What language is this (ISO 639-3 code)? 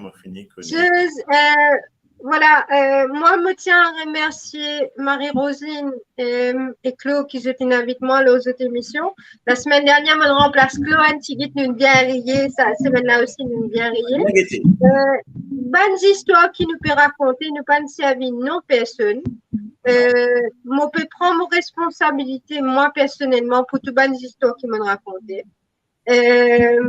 mfe